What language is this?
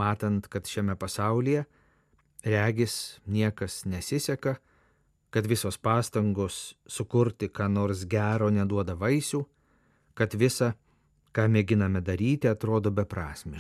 Lithuanian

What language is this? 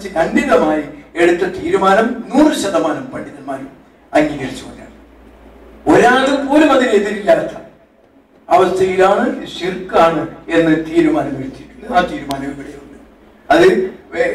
Malayalam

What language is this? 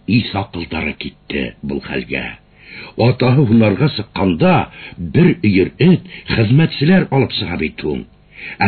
Bashkir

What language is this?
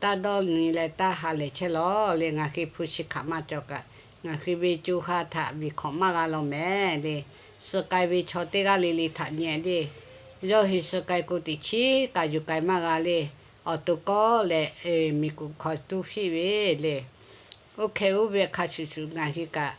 Lahu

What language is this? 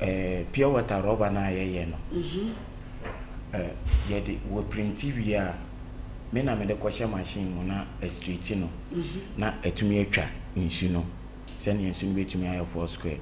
Akan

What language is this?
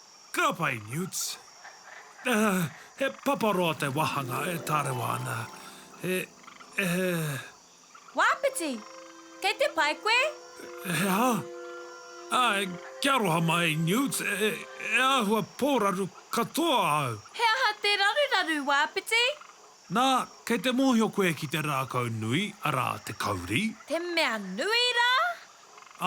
Māori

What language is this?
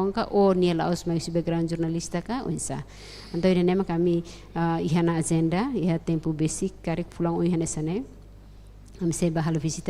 Tetum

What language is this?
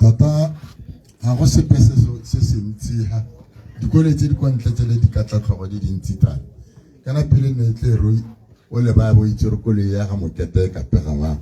Tswana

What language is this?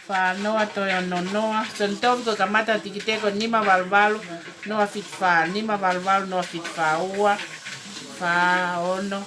Tongan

